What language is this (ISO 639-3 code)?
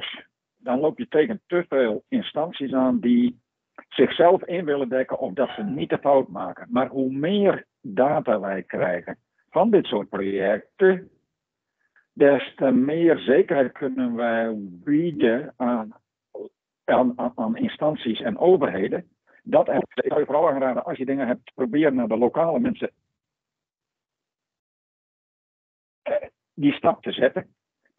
nld